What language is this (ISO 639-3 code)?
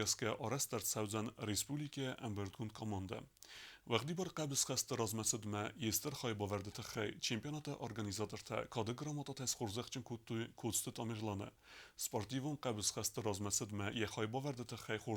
oss